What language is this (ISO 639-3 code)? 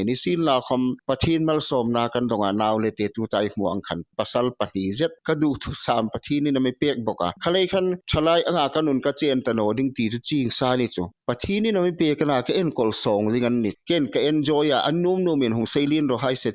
hmr